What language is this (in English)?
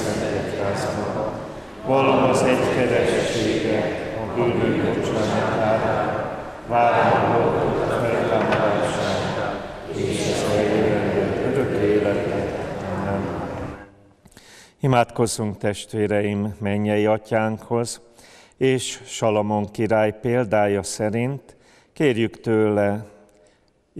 Hungarian